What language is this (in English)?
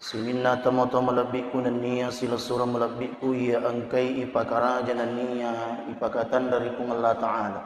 Buginese